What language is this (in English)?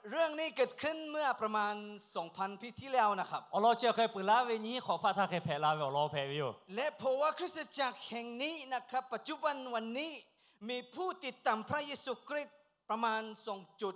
Lahu